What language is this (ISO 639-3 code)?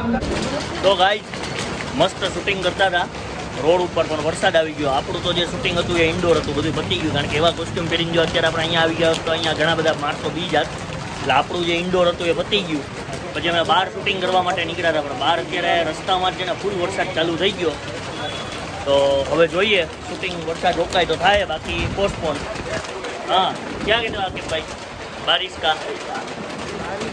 guj